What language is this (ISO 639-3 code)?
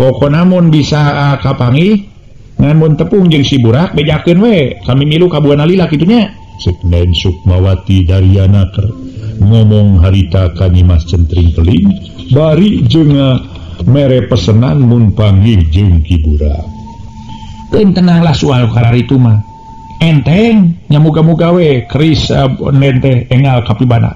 sun